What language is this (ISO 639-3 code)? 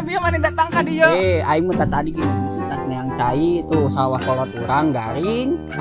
sun